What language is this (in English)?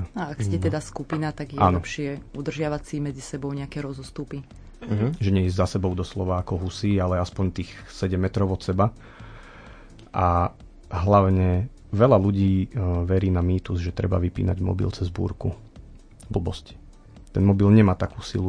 Slovak